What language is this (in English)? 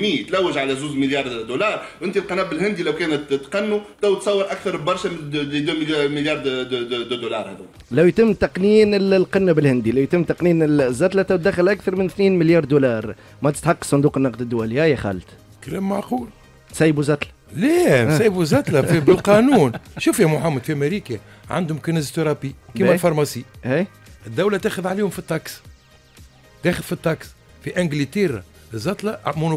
Tunisian Arabic